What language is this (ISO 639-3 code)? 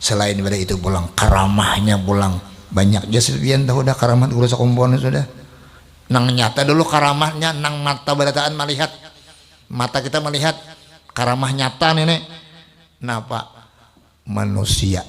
bjn